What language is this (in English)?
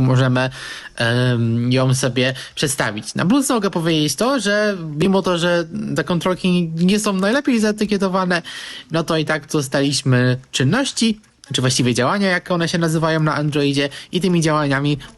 Polish